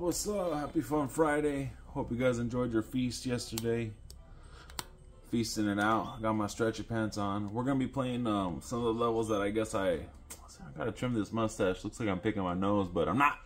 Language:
English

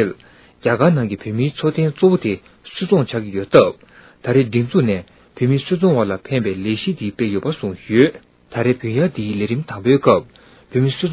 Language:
Tibetan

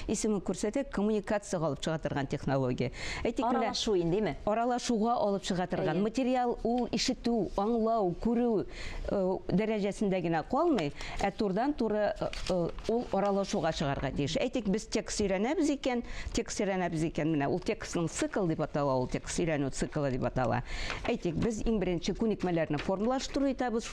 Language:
Tatar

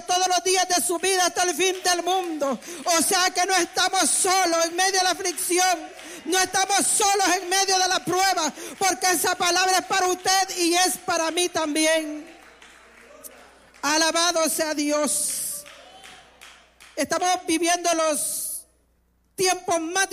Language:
Spanish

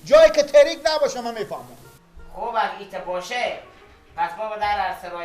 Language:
Persian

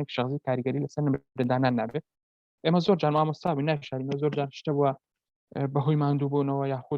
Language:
Central Kurdish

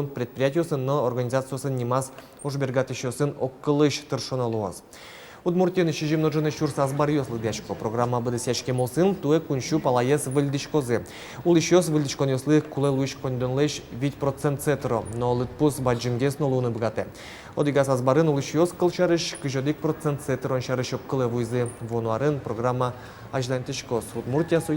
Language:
Udmurt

